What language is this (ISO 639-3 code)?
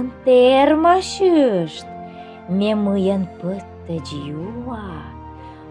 kom